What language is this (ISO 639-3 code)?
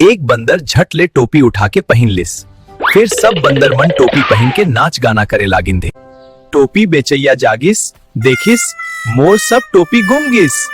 hne